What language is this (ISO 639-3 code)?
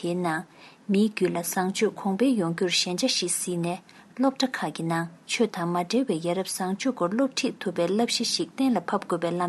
bod